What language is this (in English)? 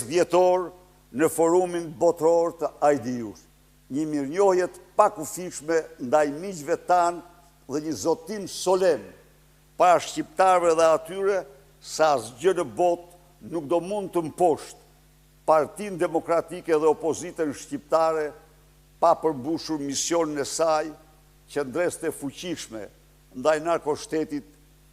Albanian